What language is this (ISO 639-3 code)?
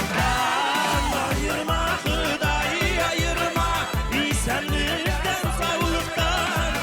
tat